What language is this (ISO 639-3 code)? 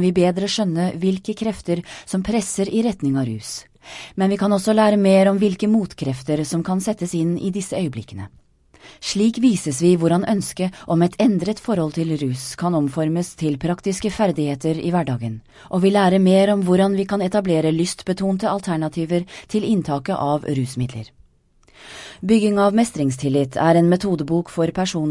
nor